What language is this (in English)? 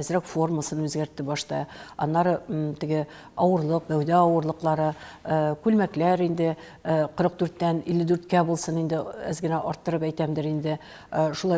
Tatar